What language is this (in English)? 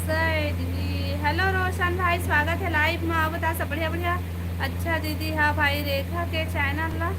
Chhattisgarhi